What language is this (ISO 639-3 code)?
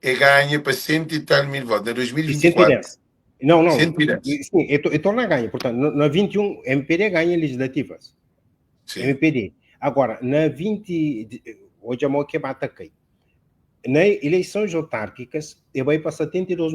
kea